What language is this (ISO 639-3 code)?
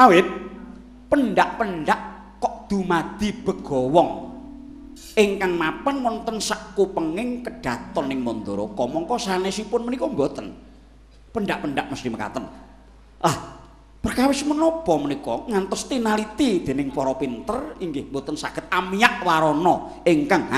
jav